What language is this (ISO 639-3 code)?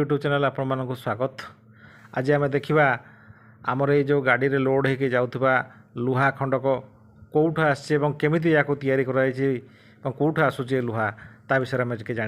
ori